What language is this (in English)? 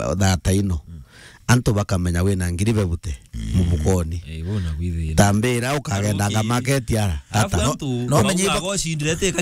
Meru